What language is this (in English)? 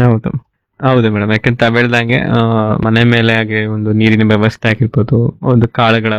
Kannada